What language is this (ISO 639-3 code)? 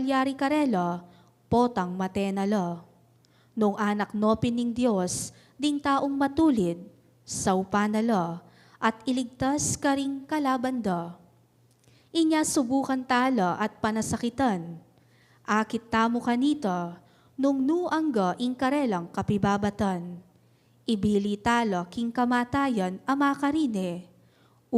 pam